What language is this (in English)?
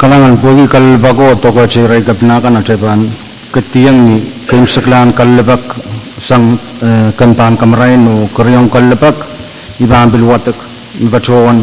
Pohnpeian